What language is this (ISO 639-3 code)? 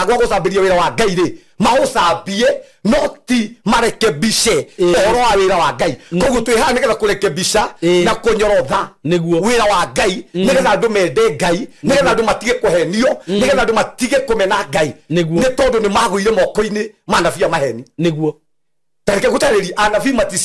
kik